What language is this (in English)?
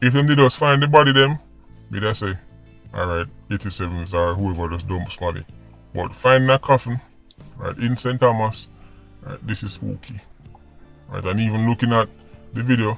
Jamaican Creole English